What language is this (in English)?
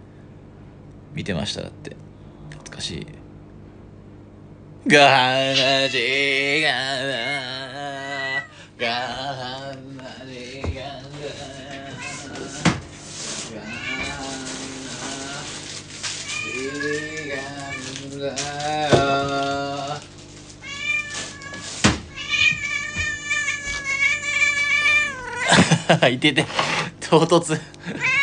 Japanese